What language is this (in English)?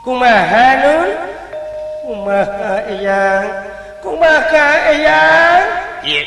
Sundanese